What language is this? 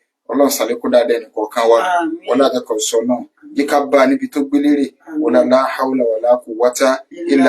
Yoruba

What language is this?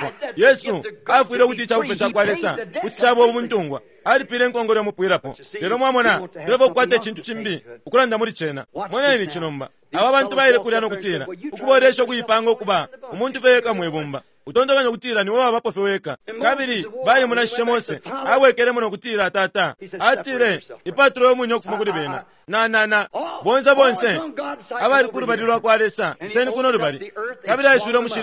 Bemba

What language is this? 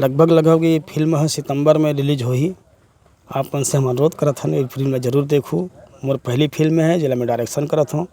Chhattisgarhi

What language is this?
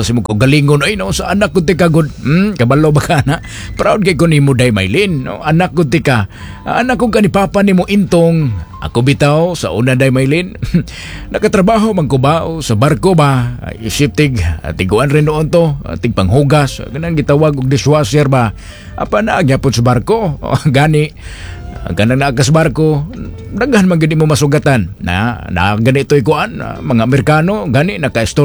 Cebuano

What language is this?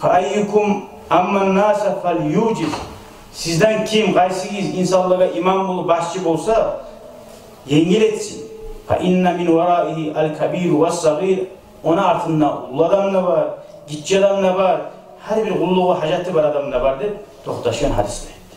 Kumyk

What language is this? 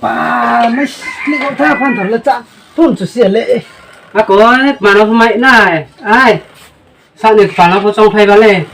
Riang (India)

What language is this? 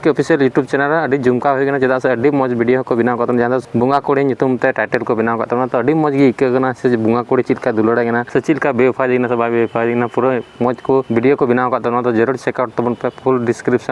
Santali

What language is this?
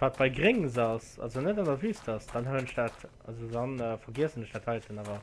Luxembourgish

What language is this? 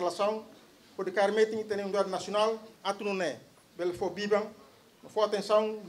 Tetum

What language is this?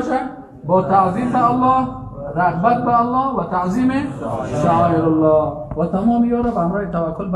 Persian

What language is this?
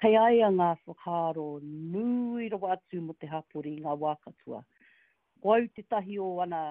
Māori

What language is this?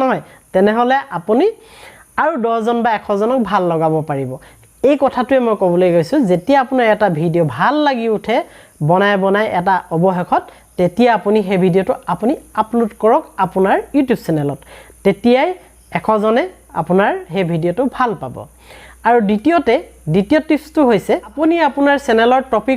Assamese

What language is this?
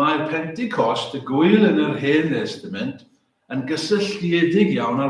Welsh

